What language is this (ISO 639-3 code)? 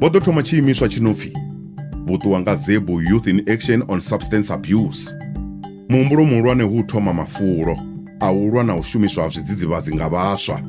ven